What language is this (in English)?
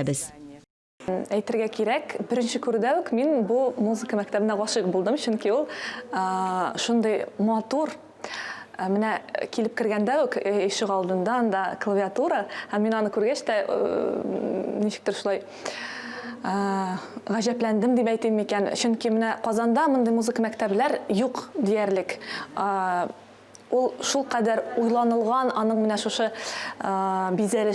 Tatar